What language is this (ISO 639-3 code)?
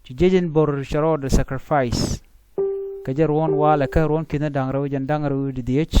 nus